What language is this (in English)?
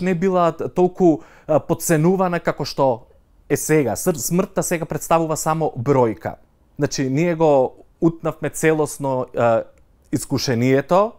Macedonian